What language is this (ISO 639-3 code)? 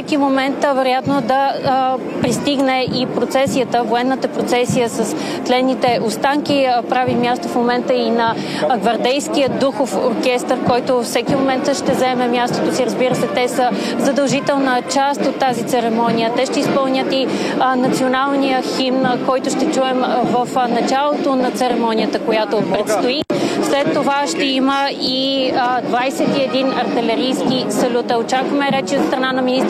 bul